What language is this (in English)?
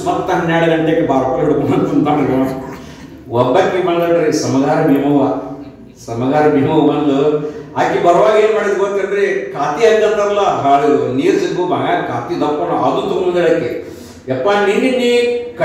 Kannada